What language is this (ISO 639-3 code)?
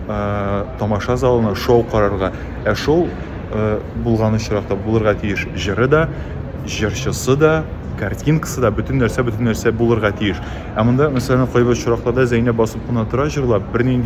tat